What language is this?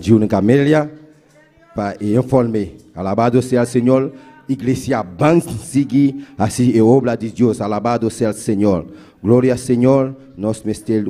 Papiamento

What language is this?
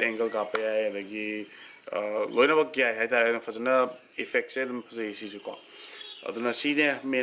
Manipuri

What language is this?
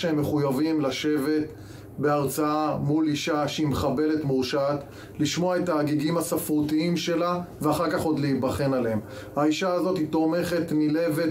Hebrew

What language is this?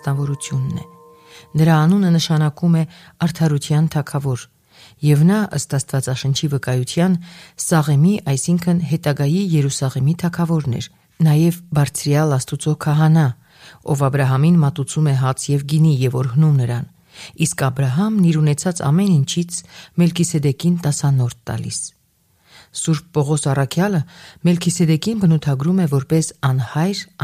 Armenian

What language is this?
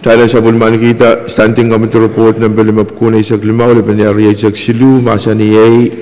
Pohnpeian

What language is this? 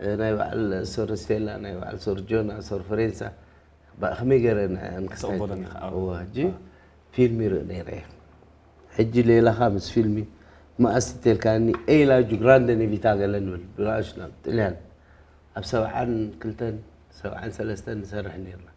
Tigrinya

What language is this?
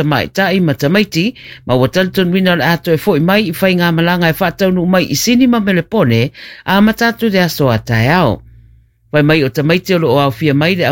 Samoan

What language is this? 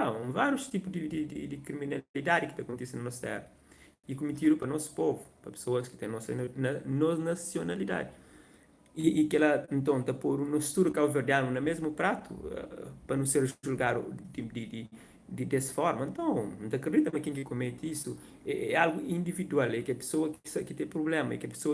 Kabuverdianu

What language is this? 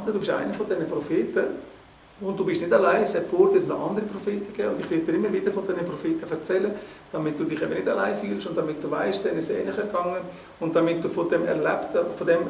Swiss German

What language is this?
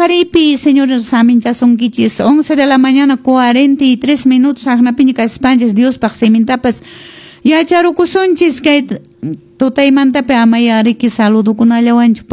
Quechua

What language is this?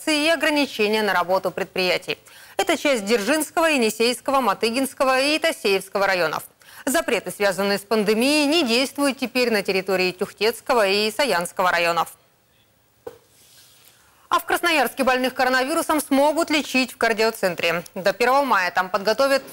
Russian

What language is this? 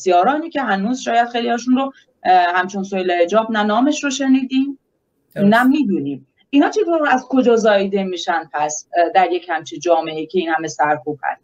Persian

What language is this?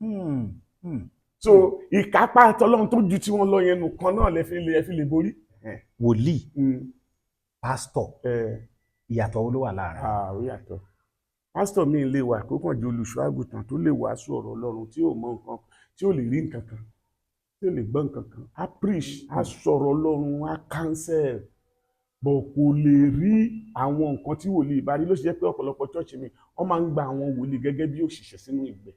Yoruba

